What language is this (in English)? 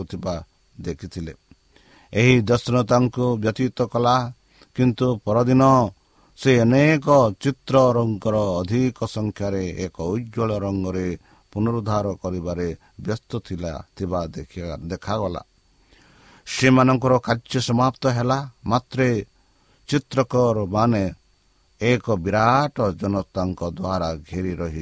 Odia